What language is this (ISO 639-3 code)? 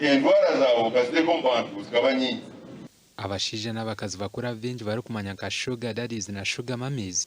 nyn